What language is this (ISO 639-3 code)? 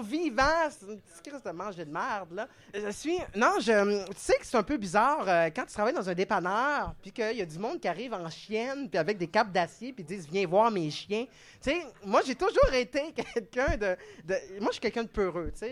fra